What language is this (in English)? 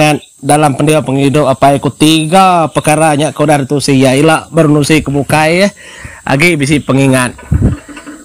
Iban